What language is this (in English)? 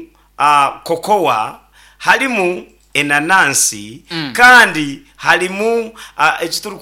Nyankole